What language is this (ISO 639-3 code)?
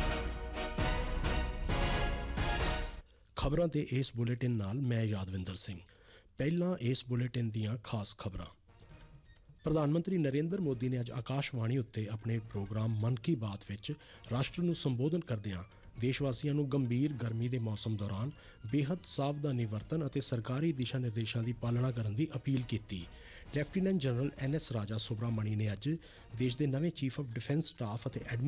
pan